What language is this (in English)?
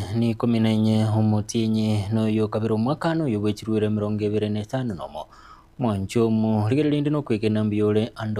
Gusii